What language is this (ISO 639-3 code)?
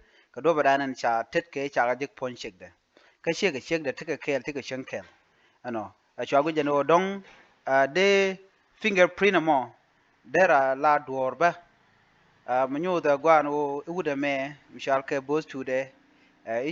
nus